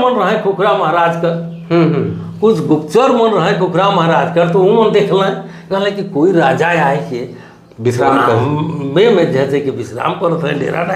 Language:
Sadri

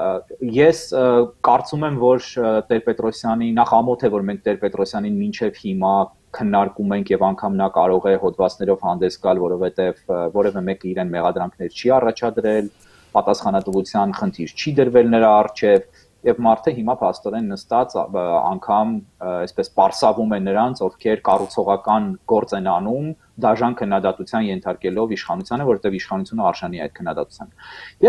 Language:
Armenian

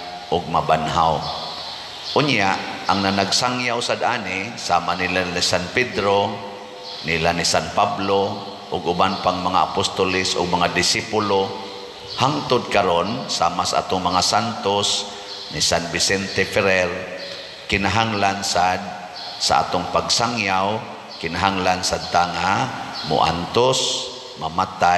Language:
Cebuano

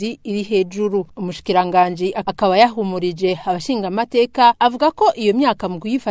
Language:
Rundi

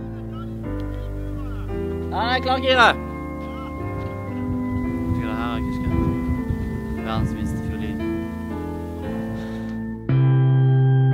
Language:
Norwegian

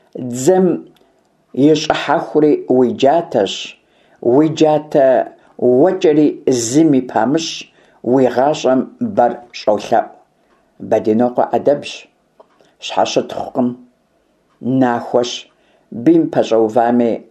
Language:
Kabardian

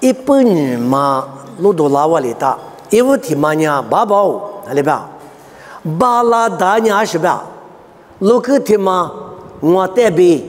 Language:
Lisu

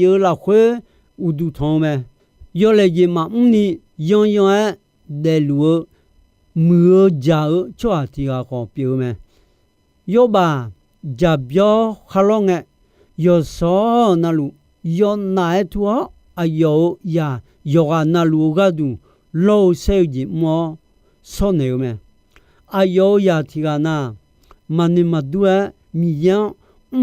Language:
Akha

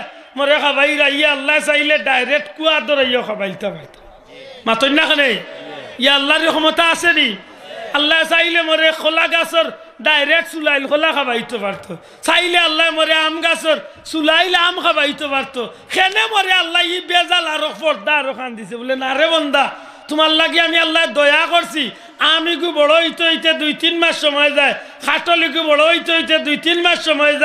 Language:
Sylheti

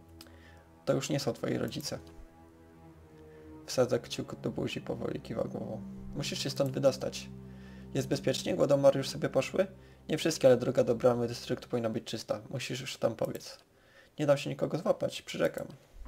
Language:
Polish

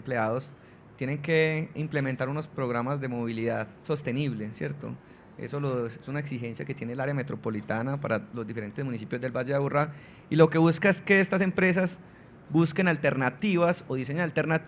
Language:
Spanish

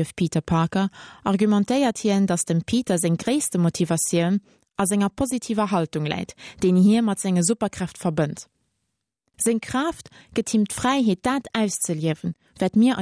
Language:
Luxembourgish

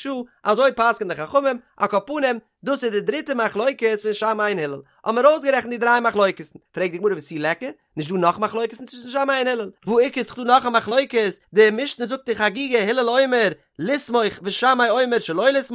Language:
Yiddish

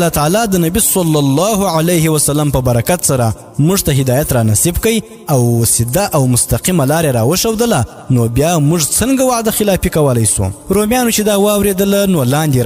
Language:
Pashto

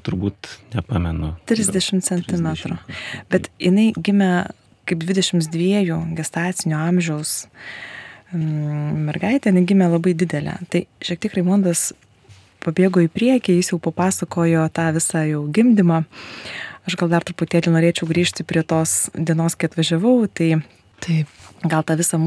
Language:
Lithuanian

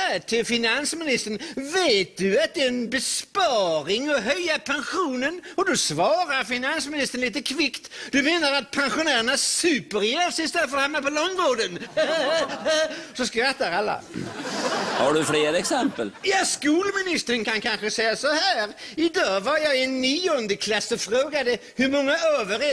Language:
Swedish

